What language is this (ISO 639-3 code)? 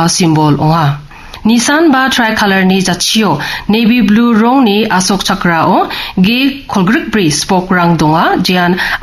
grt